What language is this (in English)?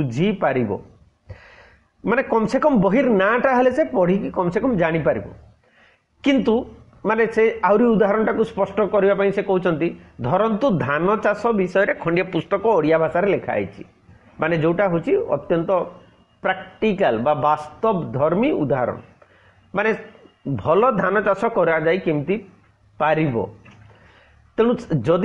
Odia